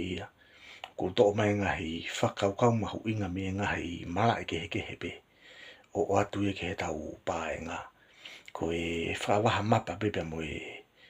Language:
Tongan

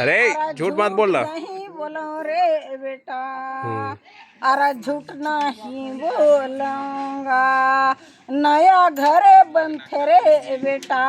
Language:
Chhattisgarhi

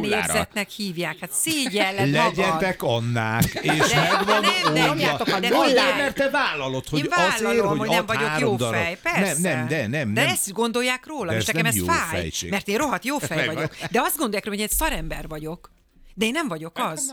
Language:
Hungarian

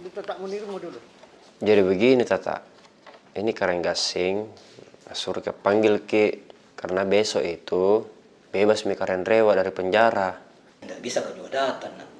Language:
Makassar Malay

